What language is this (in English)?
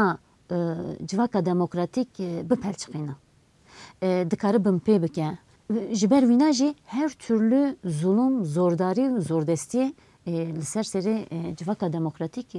Kurdish